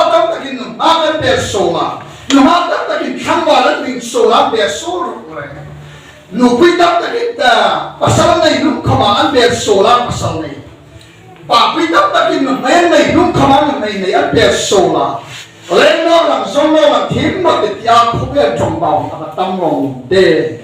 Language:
Hmar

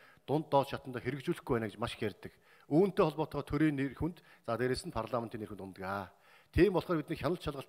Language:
Mongolian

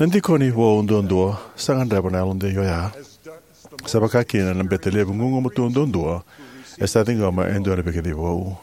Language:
Fijian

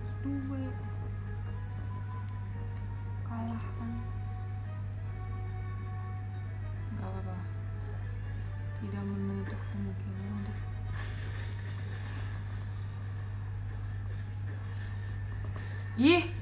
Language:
Indonesian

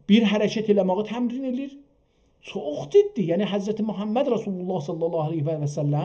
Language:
South Azerbaijani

